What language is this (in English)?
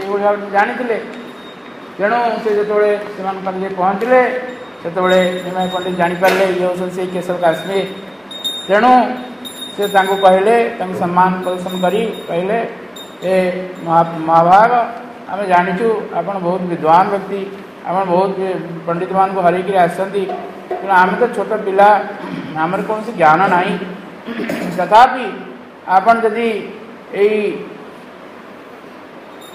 Odia